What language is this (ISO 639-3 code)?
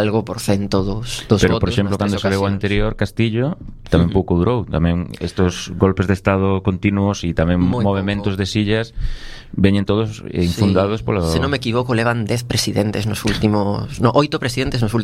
glg